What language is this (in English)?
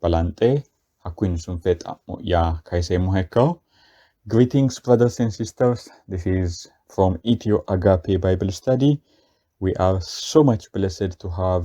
Sidamo